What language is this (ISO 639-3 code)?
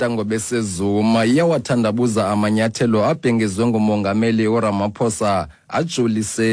xho